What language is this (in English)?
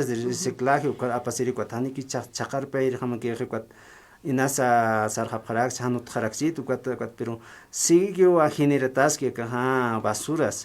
Aymara